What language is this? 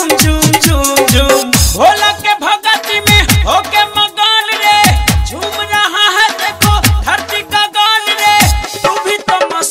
Bhojpuri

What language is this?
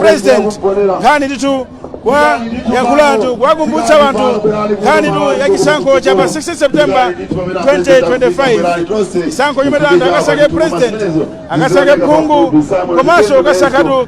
Nyanja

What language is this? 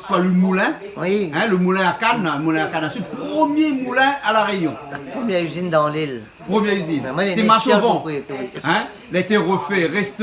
Réunion Creole French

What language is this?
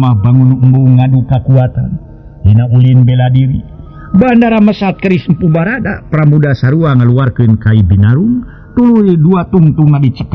Sundanese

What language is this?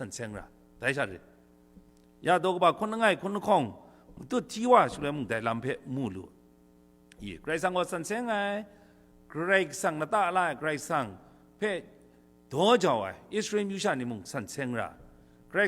Kachin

